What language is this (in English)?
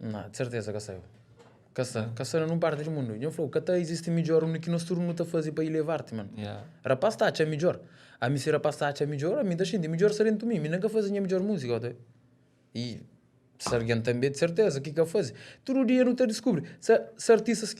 Kabuverdianu